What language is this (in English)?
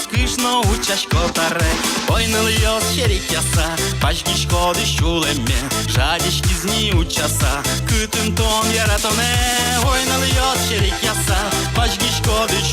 Udmurt